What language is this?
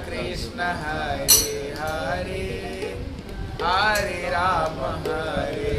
Hindi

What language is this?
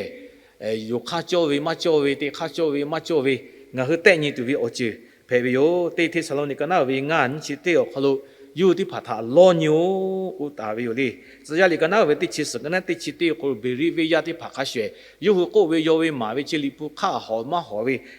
Lahu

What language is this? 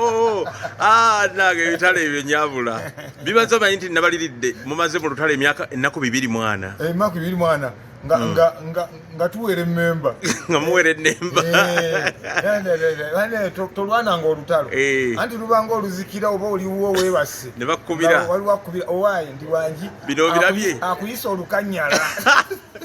Ganda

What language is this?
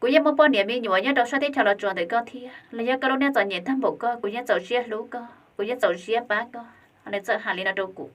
Hmong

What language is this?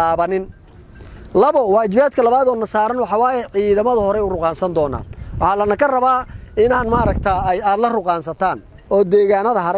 Somali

